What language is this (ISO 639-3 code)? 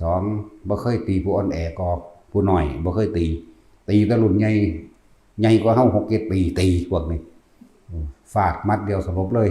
tts